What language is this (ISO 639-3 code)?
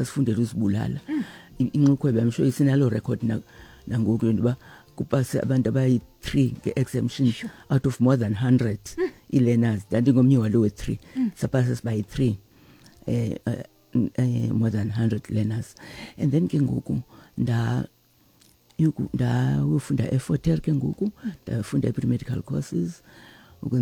xho